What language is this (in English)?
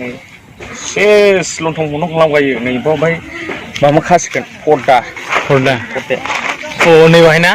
Bodo